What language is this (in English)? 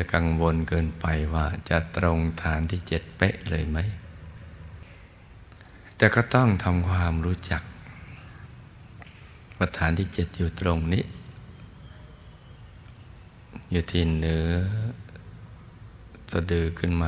Thai